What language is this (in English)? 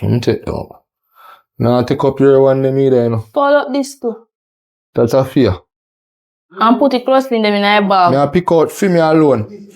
Jamaican Creole English